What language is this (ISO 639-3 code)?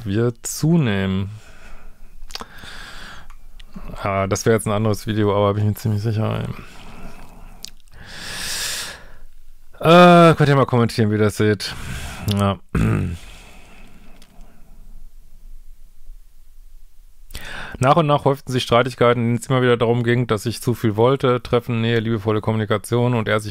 deu